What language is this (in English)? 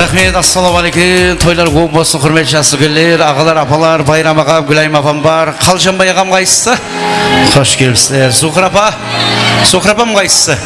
Kara-Kalpak